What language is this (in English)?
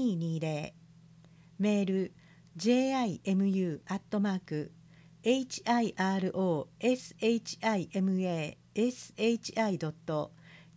Japanese